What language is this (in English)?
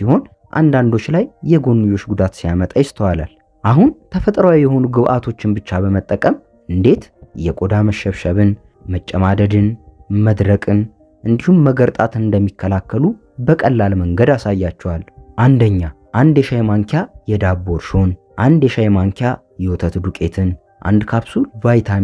Amharic